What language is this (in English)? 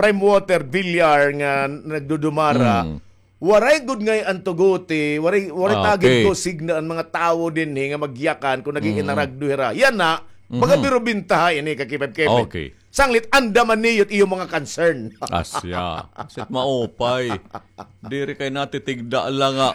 Waray